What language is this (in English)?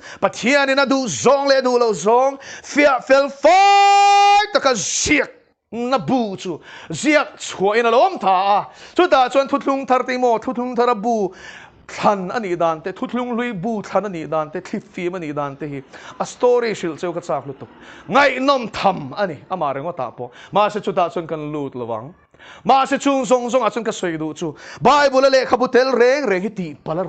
Mizo